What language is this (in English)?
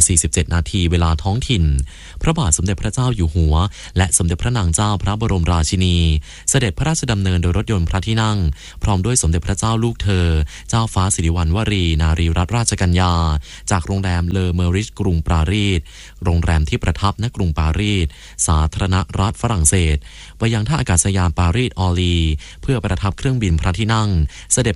Thai